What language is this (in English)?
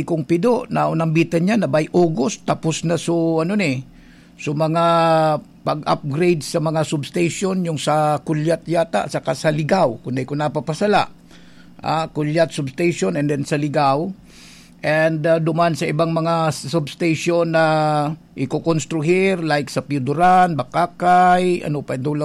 Bikol